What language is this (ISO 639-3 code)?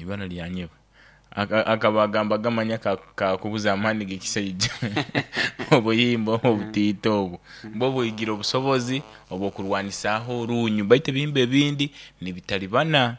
nyo